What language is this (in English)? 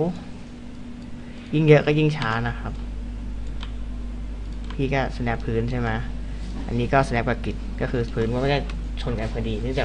Thai